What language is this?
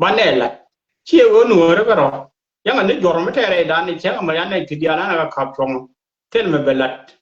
Nuer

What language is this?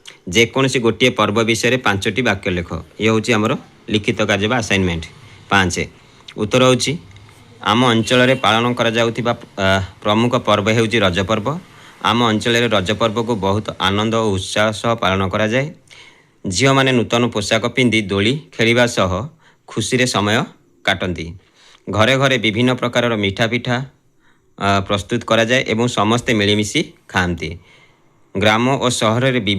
Odia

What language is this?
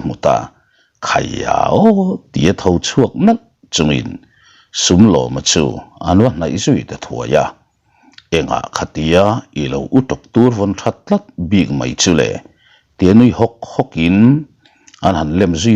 Mizo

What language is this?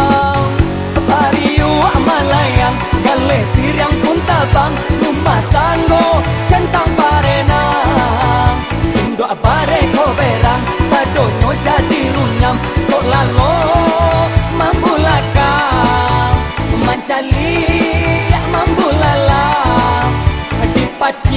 Minangkabau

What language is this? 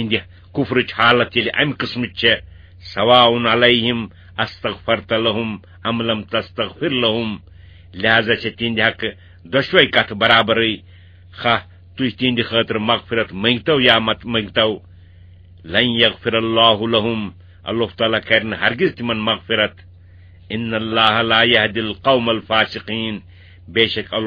Kashmiri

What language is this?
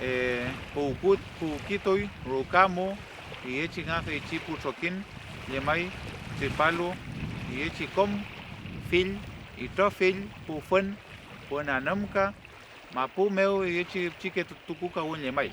Mapuche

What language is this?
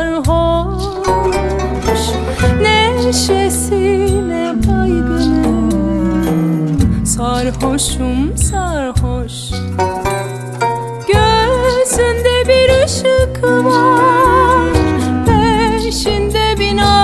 Turkish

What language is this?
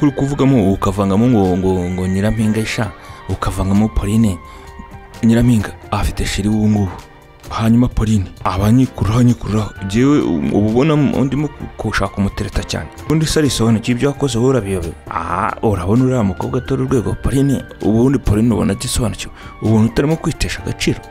Kinyarwanda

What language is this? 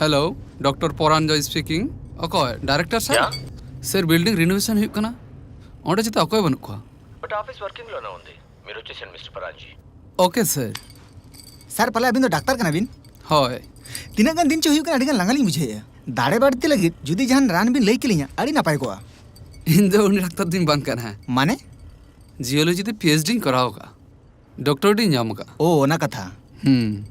Santali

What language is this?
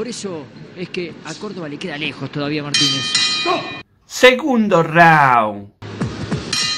Spanish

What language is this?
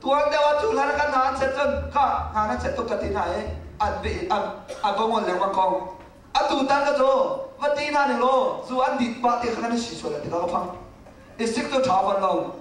Hakha Chin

